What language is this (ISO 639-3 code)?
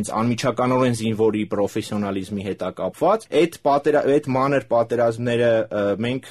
hye